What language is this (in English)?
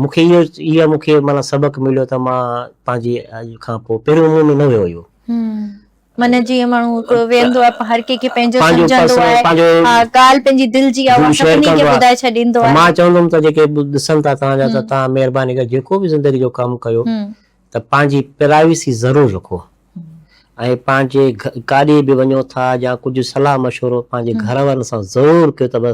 Sindhi